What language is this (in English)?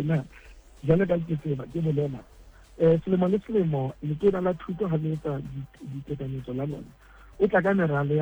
Southern Sotho